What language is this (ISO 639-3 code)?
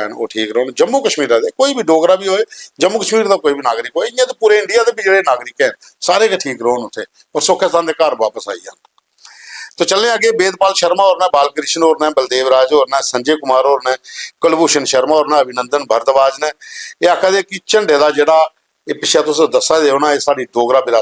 doi